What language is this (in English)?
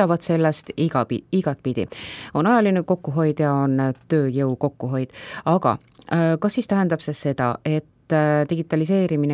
Estonian